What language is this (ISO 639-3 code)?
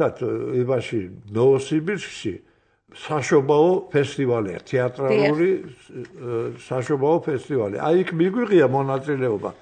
kat